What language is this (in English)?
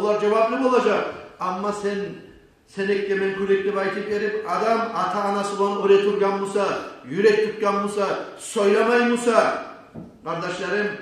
Kumyk